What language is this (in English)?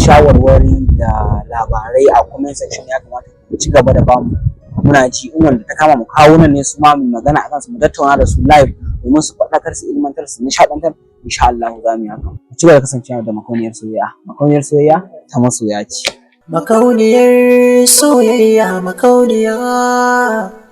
Hausa